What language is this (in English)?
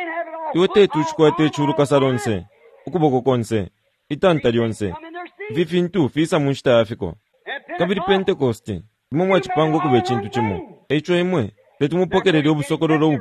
Bemba